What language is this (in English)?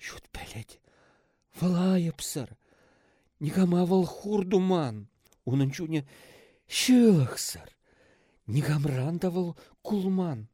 Chuvash